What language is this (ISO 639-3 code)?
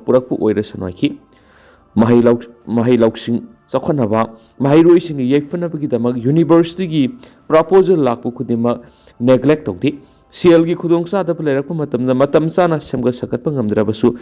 mni